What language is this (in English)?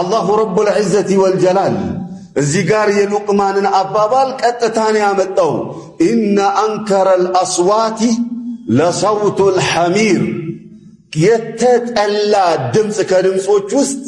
Amharic